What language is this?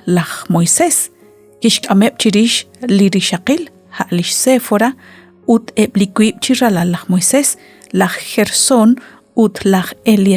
Kekchí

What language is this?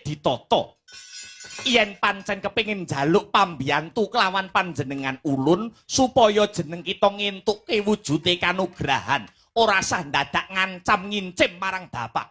Javanese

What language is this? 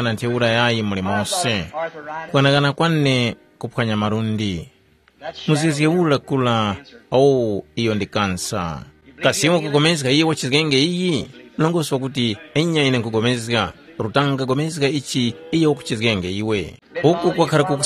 Tumbuka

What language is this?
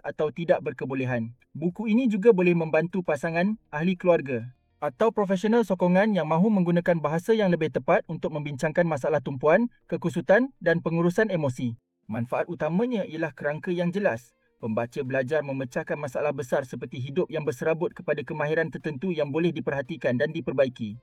Malay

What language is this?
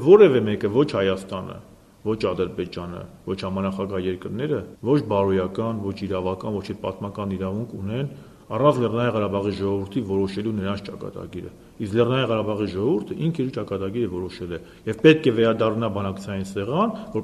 Armenian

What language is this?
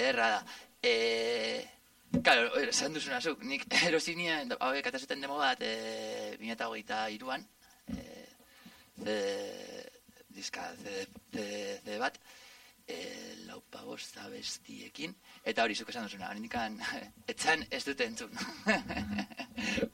Basque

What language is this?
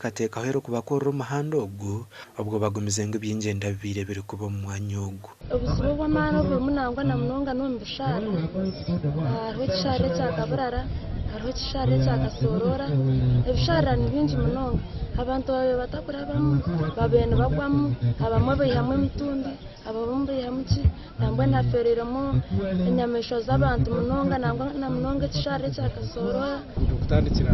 Nyankole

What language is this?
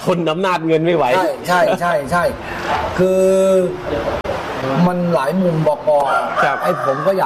Thai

